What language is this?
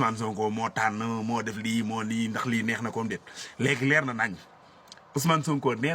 Wolof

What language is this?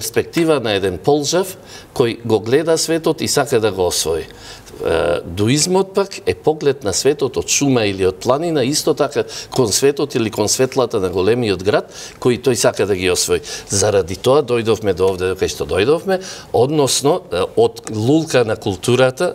Macedonian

